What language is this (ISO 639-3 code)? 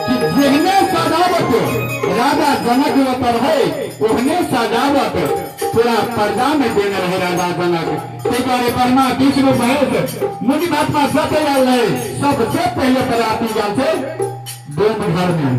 mai